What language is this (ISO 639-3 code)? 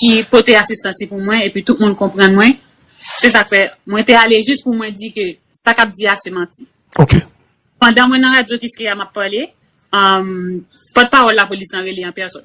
hat